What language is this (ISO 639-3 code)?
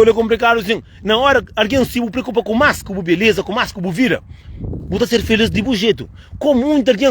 kea